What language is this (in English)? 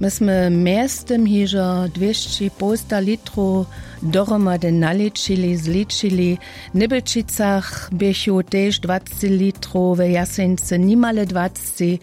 Upper Sorbian